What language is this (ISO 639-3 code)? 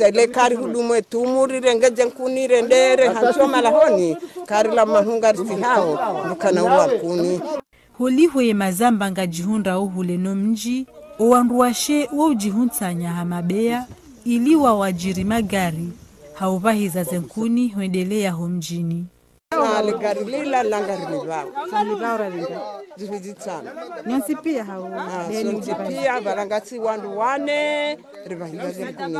zdj